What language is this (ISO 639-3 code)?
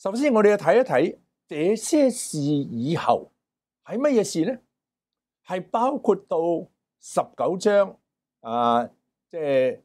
yue